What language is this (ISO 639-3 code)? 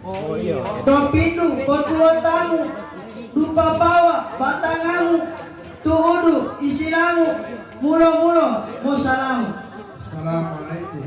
gor